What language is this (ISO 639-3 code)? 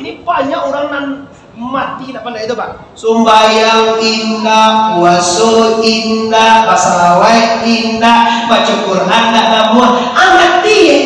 min